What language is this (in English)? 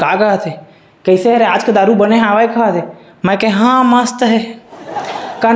Chhattisgarhi